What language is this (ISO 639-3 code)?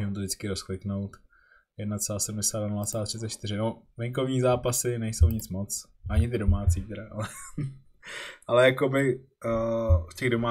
ces